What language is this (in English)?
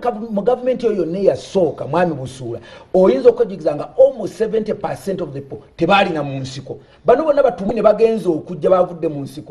Ganda